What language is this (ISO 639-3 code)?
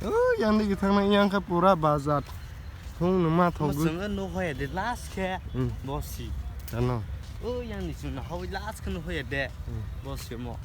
trp